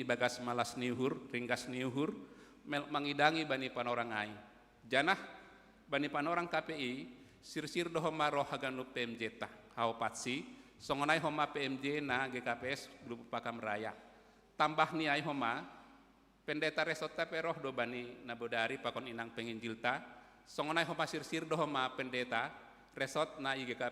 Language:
Batak Simalungun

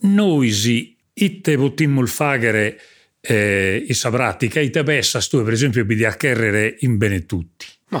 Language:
Sardinian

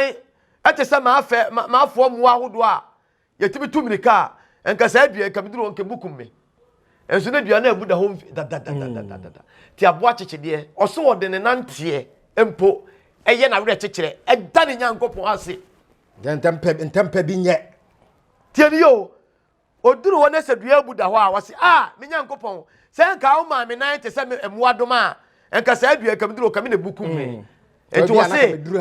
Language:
Akan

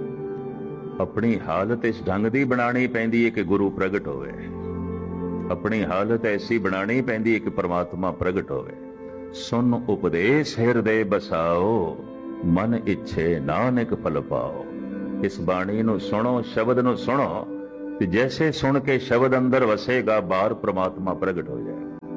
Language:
Punjabi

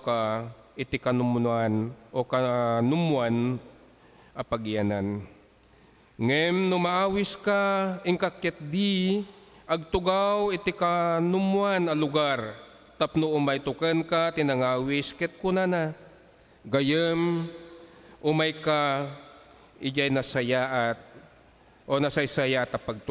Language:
Iloko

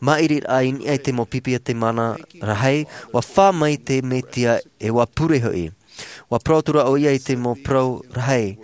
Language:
Tahitian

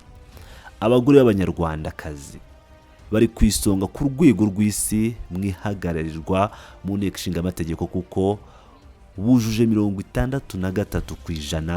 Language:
Kinyarwanda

